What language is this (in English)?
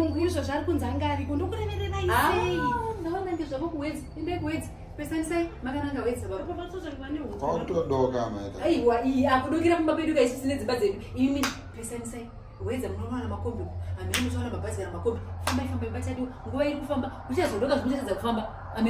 Shona